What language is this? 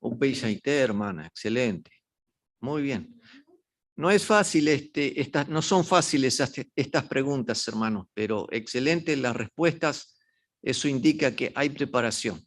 Guarani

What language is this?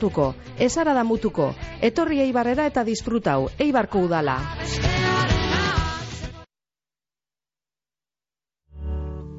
Basque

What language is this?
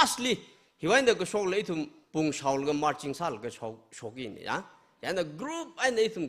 Tangkhul Naga (India)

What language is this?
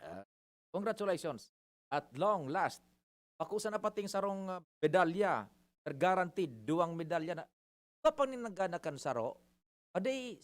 Bikol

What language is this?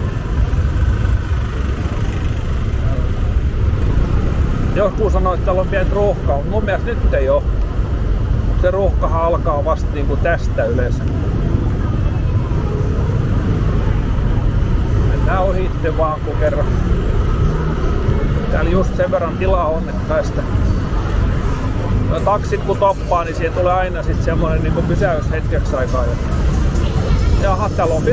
Finnish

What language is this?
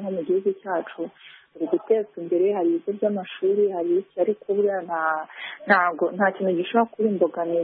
Kinyarwanda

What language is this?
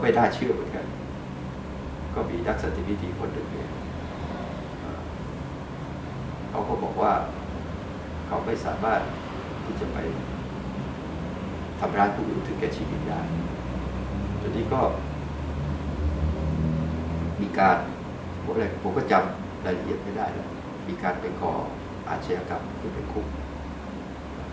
Thai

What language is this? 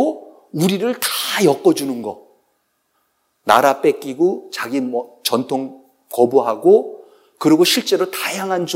Korean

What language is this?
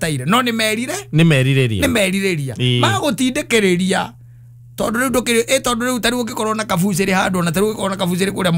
Kikuyu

